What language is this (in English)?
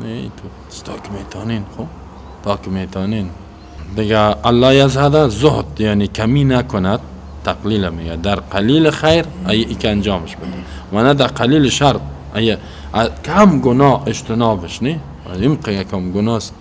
Persian